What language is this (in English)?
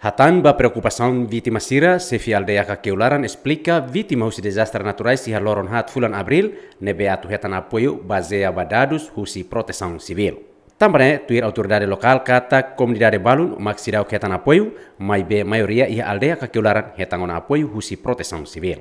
Tetum